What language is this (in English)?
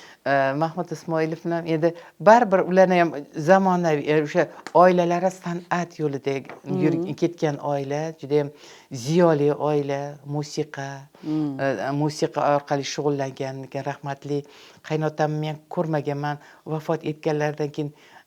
Uzbek